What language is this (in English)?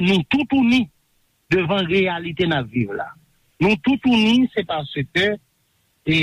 Haitian Creole